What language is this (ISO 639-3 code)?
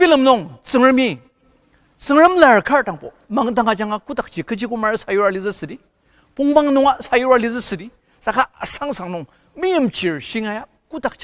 njo